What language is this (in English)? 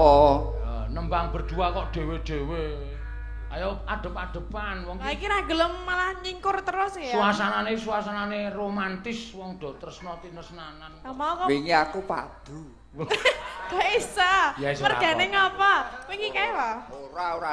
Javanese